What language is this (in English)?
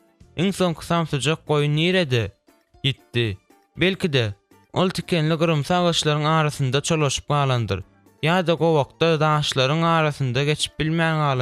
Turkmen